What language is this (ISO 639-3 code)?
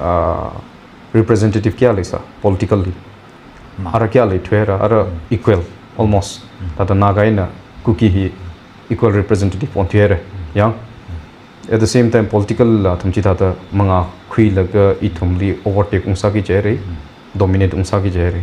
nmf